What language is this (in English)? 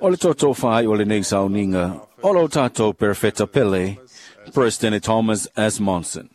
Samoan